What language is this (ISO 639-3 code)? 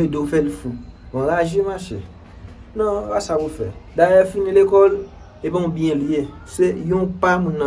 hat